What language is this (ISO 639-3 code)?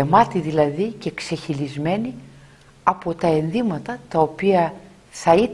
ell